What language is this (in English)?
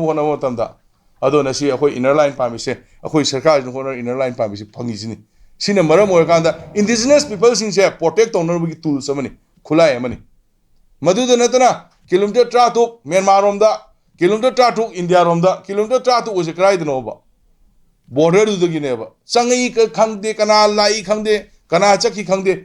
Manipuri